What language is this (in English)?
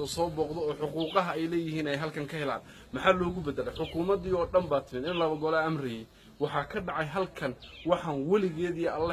Somali